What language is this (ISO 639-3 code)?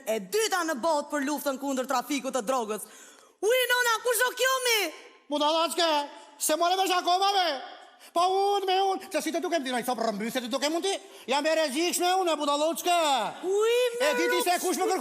sqi